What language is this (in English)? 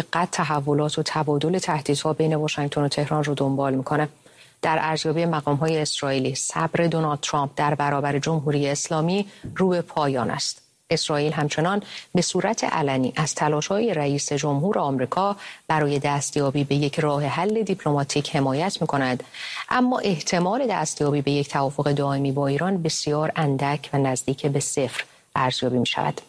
Persian